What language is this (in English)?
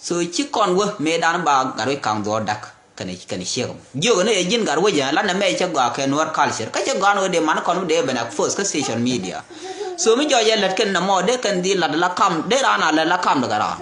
Nuer